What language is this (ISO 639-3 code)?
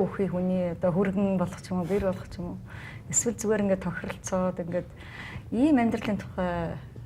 mon